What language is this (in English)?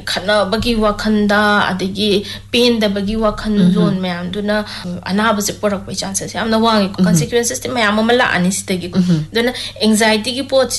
Manipuri